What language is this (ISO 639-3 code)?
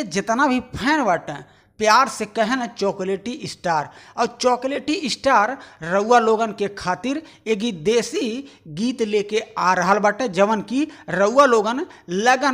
bho